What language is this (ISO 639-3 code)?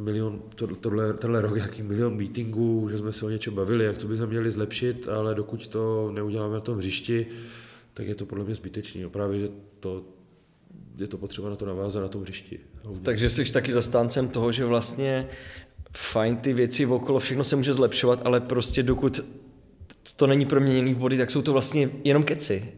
ces